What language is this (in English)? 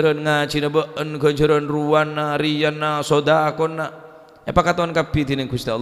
Madurese